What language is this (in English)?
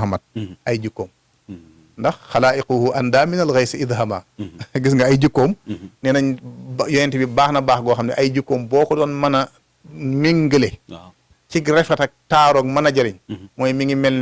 Wolof